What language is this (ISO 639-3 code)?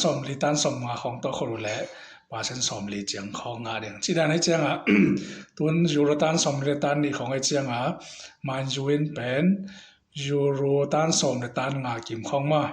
ctd